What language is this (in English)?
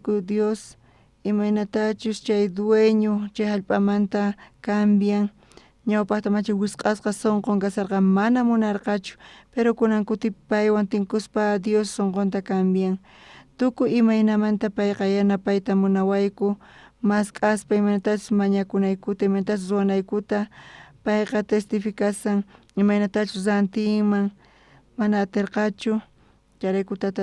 South Bolivian Quechua